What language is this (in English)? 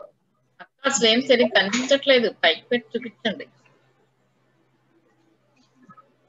Telugu